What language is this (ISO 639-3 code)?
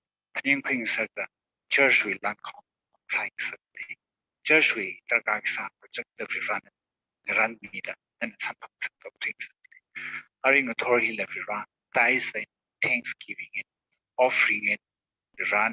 nmf